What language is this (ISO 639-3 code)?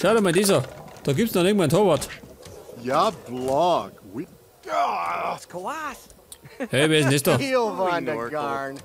bar